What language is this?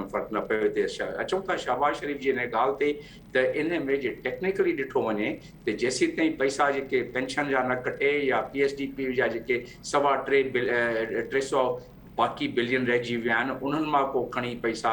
Sindhi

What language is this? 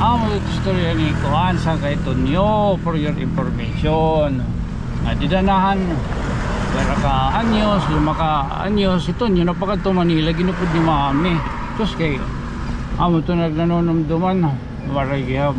Waray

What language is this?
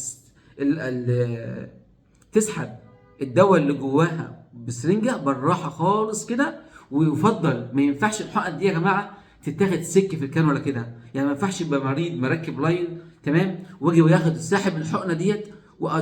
Egyptian Arabic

